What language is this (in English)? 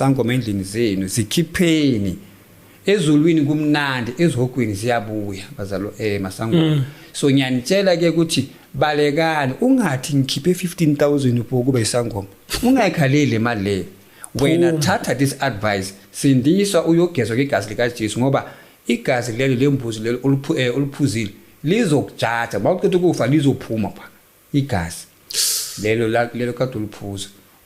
Zulu